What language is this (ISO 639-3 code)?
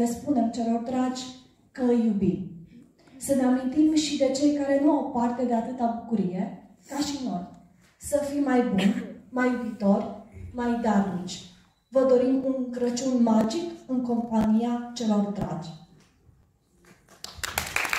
ron